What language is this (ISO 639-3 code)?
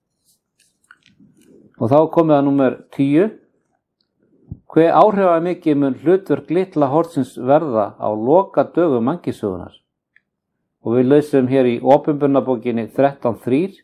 isl